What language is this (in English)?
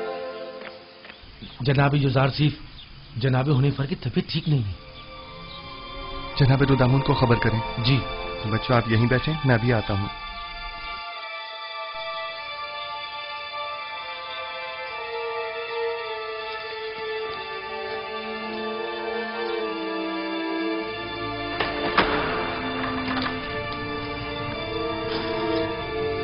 Urdu